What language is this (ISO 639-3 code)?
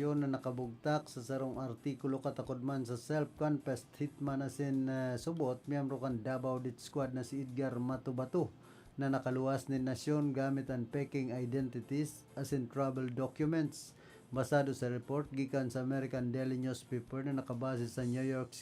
bik